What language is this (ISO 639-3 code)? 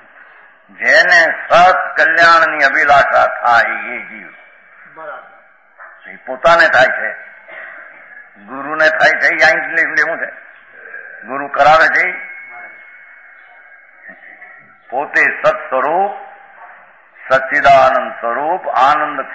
guj